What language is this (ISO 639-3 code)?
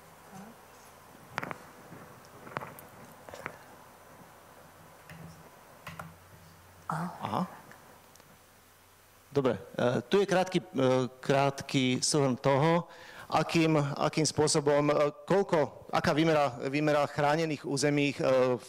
slk